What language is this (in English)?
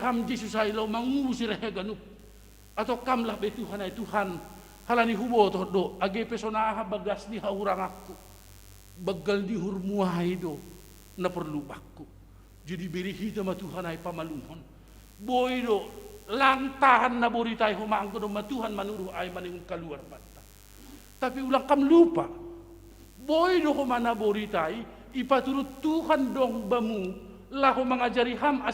Batak Simalungun